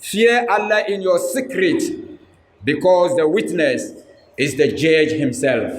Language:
Dagbani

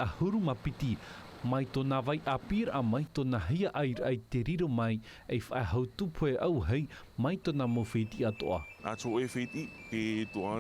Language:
Tahitian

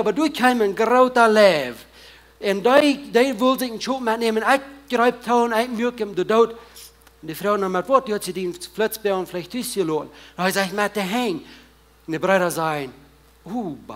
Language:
Plautdietsch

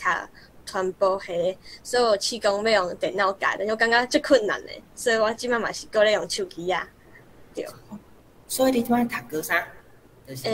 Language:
Min Nan Chinese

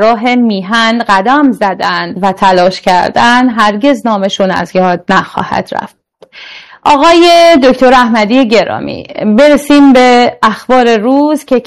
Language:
Persian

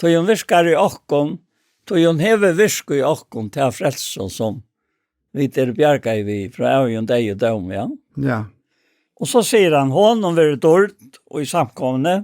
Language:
Faroese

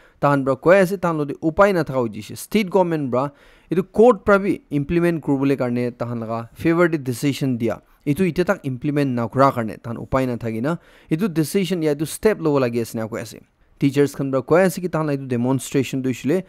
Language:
Naga Pidgin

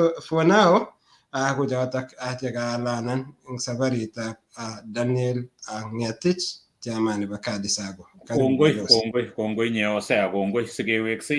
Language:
Kalenjin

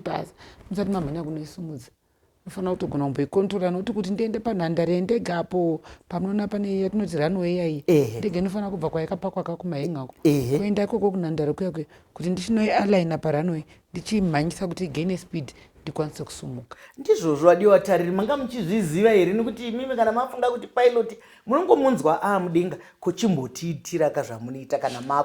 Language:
Shona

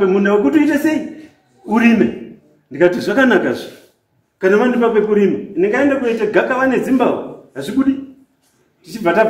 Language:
Shona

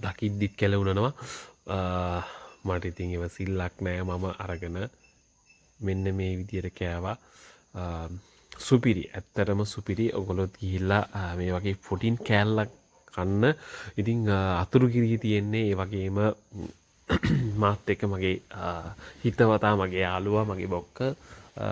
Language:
Sinhala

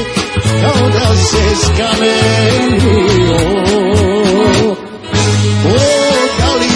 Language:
Serbian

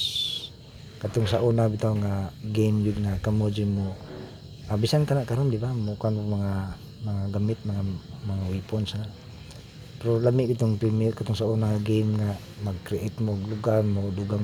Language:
Cebuano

